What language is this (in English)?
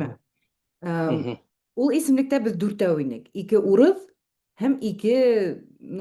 Bashkir